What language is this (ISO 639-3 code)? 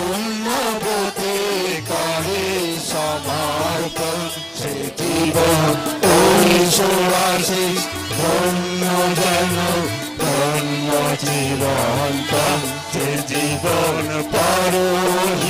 ben